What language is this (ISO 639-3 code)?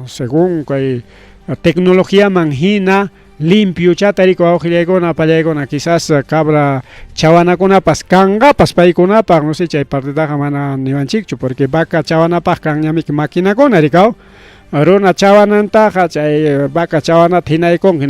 quy